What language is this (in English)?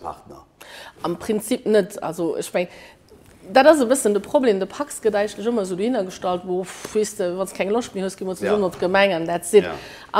Luxembourgish